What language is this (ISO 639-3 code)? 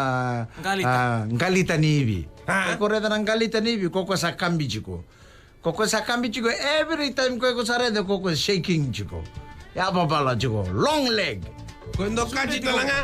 fij